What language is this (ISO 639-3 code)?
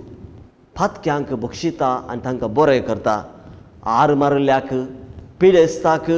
kok